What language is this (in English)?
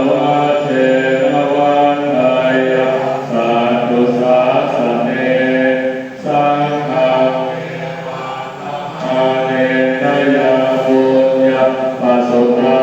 Pali